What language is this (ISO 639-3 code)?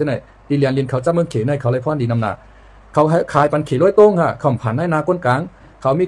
shn